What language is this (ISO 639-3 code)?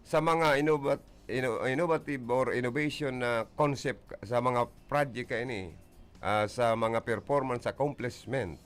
bik